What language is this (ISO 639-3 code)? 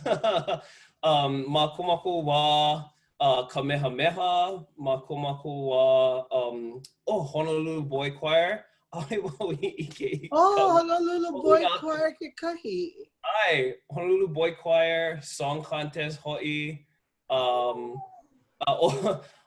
haw